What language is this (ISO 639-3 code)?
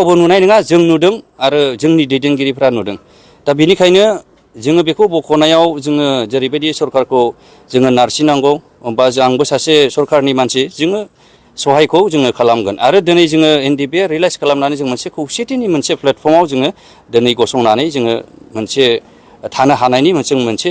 brx